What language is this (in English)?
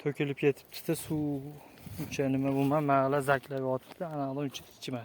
Uzbek